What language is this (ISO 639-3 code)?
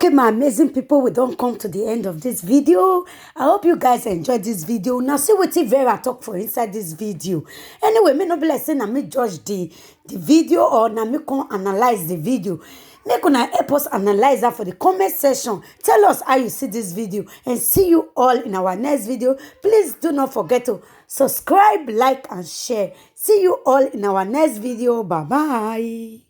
pcm